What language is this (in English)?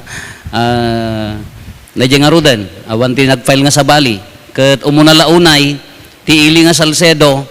Iloko